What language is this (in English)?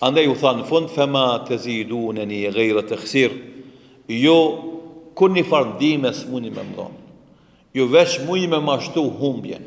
Albanian